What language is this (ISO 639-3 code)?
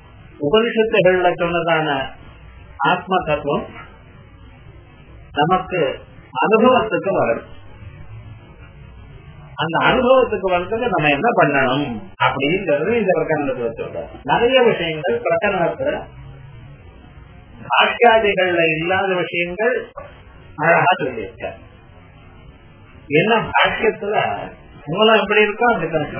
tam